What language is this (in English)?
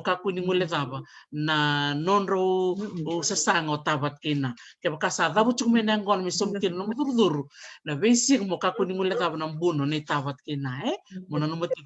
Fijian